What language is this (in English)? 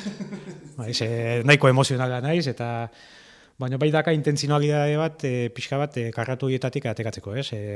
Basque